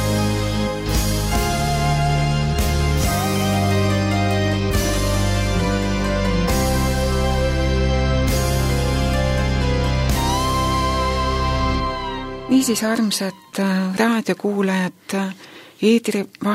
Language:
Estonian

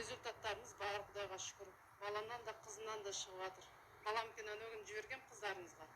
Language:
Kazakh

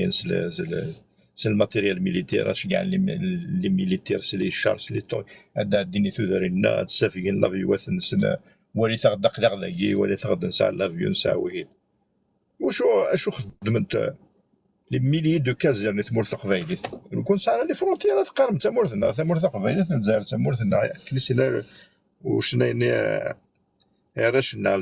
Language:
Kabyle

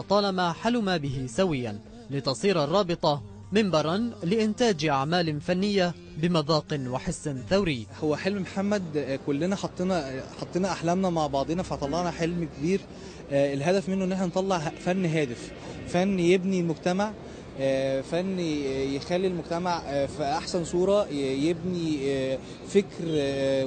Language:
Egyptian Arabic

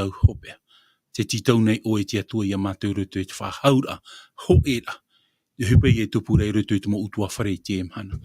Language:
Tahitian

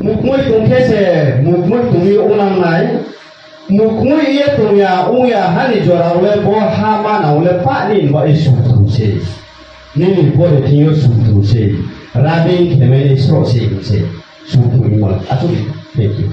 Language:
Riang (India)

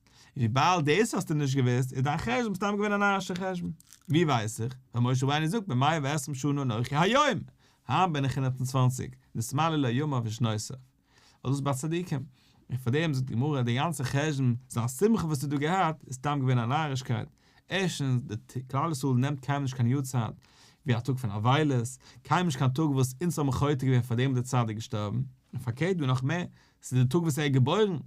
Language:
Yiddish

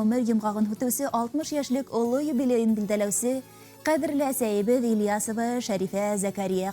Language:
Bashkir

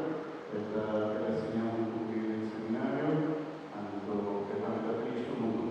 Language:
Papiamento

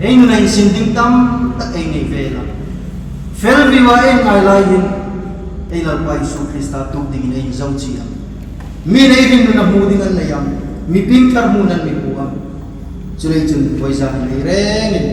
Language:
Hmar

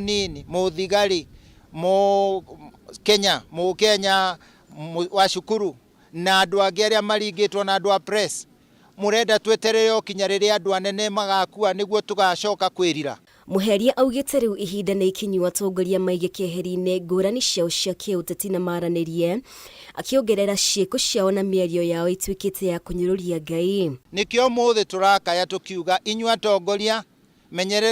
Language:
Kikuyu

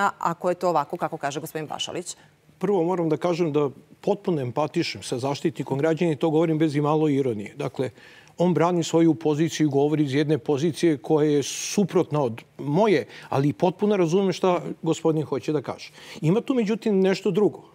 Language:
Serbian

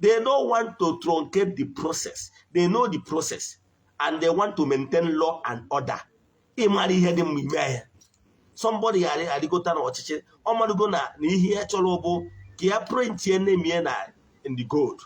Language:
Igbo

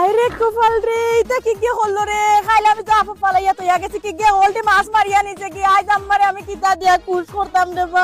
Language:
Sylheti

